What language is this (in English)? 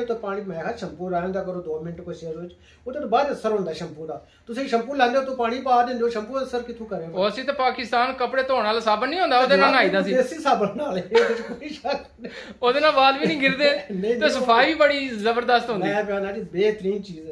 Punjabi